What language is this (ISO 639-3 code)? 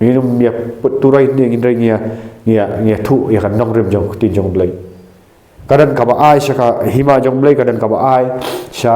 kha